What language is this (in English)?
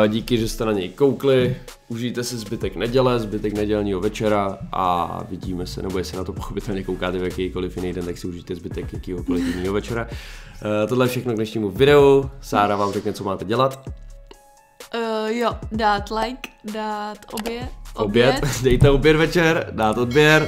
Czech